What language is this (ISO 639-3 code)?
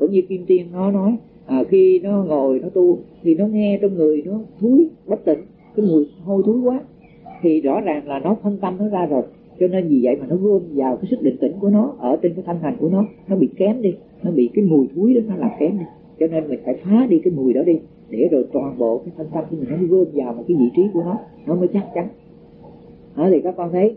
vie